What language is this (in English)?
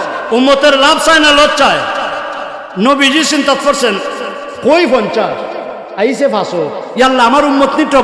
Sylheti